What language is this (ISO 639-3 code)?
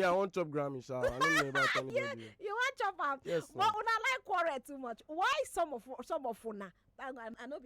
pcm